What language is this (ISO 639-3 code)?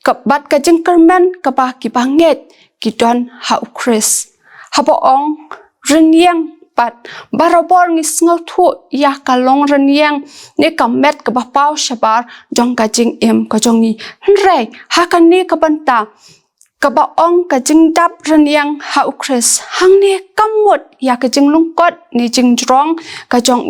kha